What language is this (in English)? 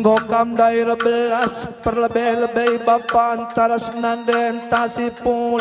Batak Karo